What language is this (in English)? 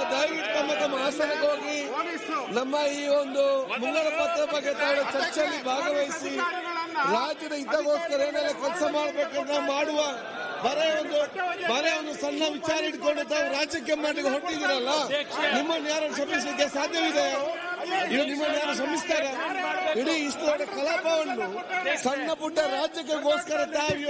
Kannada